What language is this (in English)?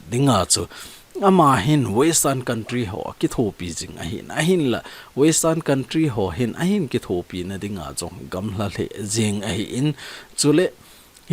Thado Chin